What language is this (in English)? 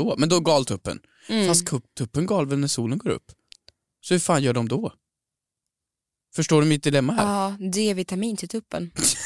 Swedish